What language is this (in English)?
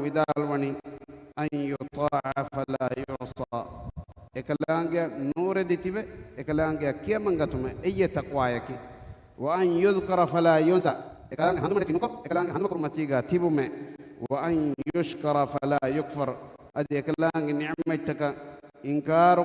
Divehi